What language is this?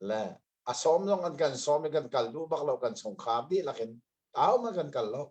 Hakha Chin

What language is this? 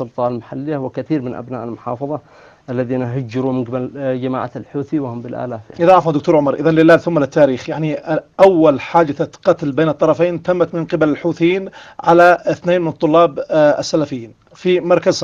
Arabic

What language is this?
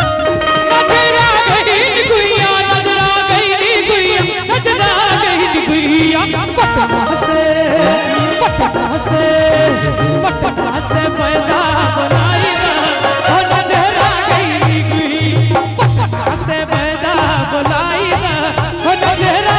Maithili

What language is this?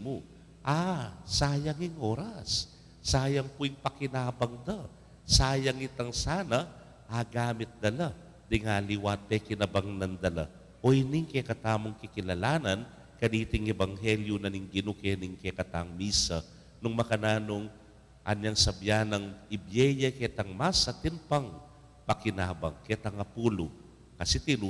Pampanga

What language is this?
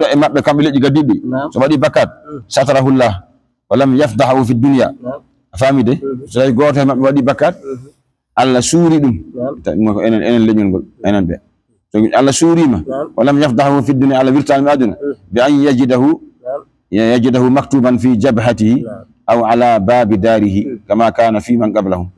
Fula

